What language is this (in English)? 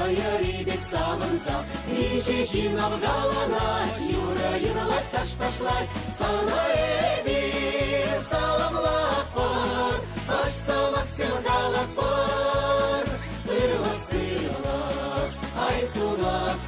Chuvash